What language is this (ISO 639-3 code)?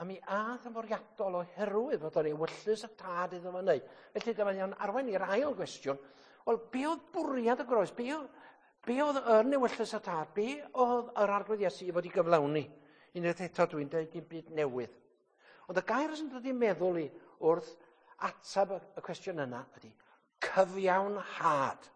cym